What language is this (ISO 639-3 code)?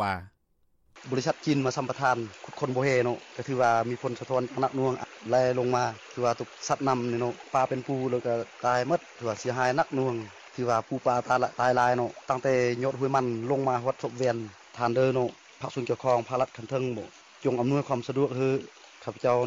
lao